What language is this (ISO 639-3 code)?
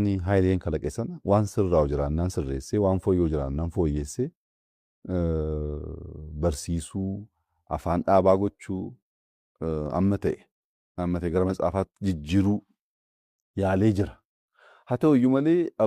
orm